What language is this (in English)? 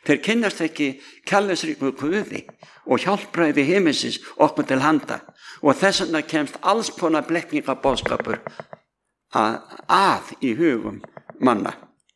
Icelandic